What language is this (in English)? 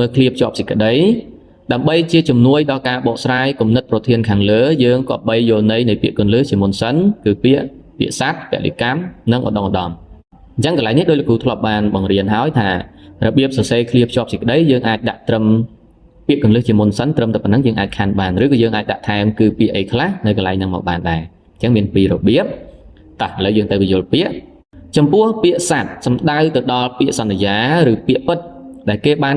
Khmer